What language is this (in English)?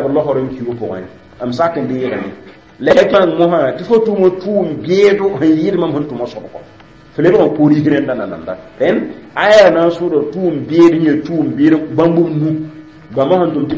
Mossi